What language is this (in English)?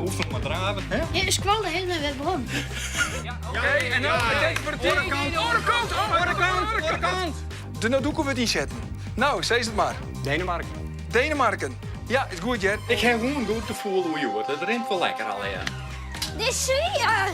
Western Frisian